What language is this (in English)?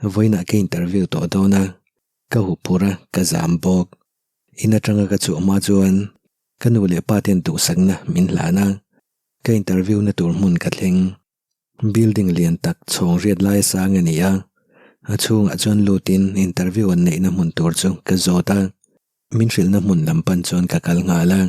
Mizo